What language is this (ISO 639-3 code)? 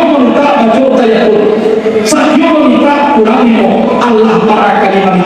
min